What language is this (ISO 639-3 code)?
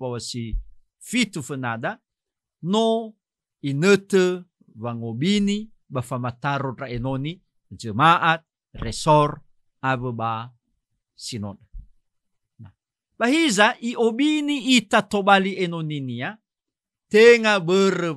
nia